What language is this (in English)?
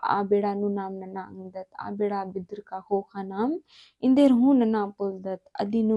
Kurukh